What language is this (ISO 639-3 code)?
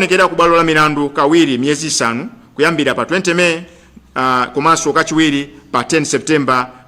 nya